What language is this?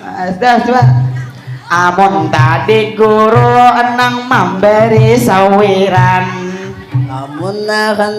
Banjar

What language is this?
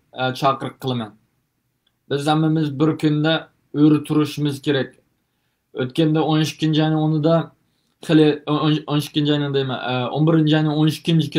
Uyghur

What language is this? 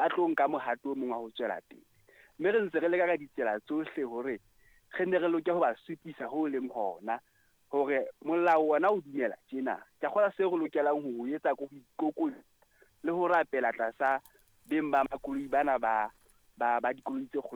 Southern Sotho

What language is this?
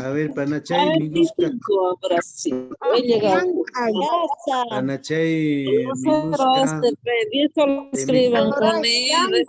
Quechua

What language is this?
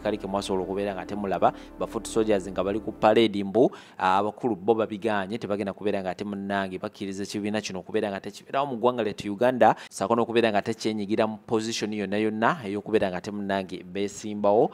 Ganda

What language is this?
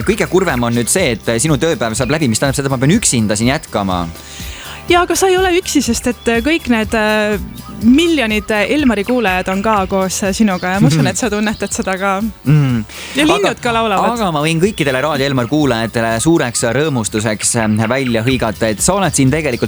Estonian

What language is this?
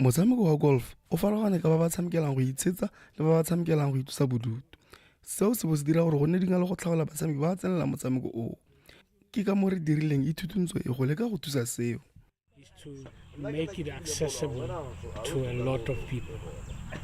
Tswana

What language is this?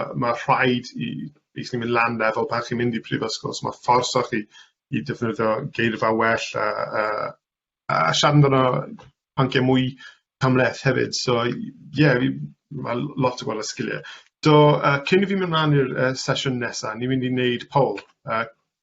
Welsh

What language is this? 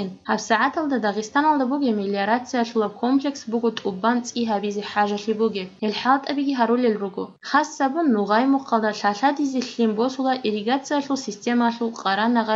Avaric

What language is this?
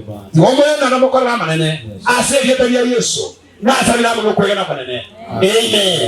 Gusii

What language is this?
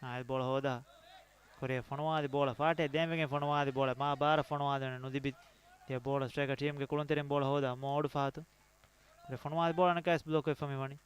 Divehi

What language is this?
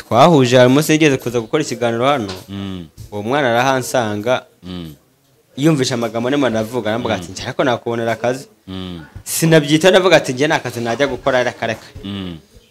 Kinyarwanda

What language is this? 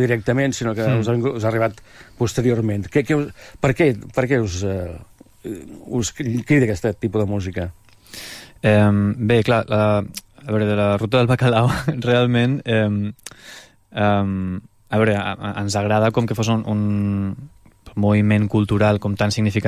Catalan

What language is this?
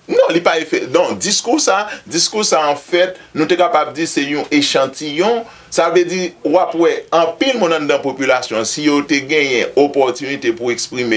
Haitian Creole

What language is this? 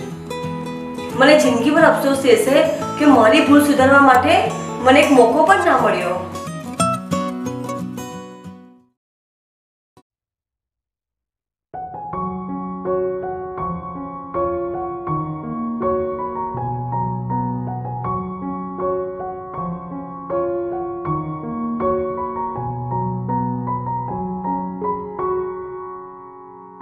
Gujarati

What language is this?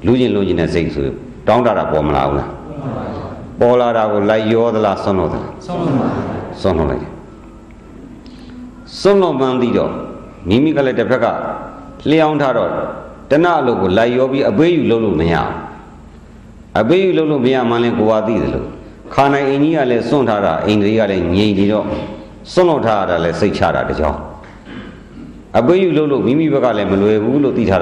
Burmese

